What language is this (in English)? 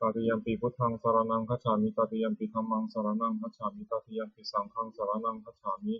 Pali